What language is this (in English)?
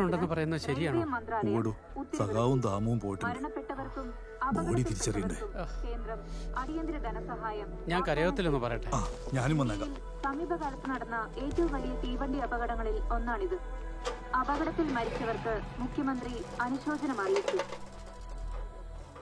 Malayalam